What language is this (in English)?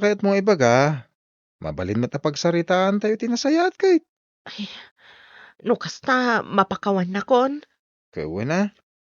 Iloko